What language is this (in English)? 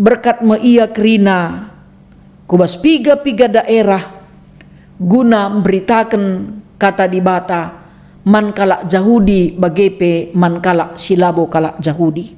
Batak Karo